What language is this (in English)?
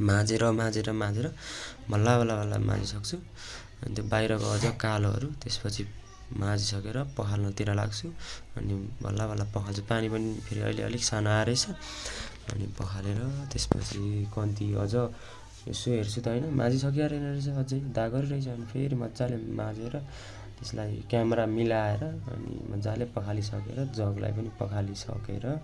Nepali